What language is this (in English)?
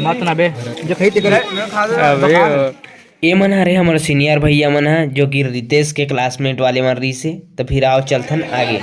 Chhattisgarhi